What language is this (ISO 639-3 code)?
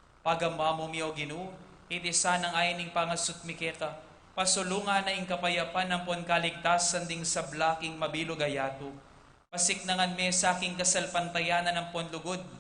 pam